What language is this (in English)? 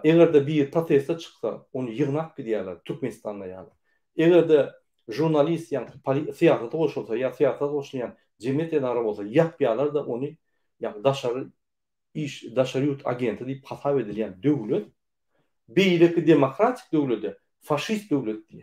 Turkmen